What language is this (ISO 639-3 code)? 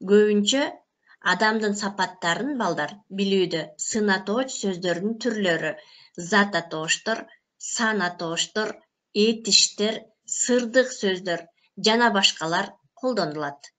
kir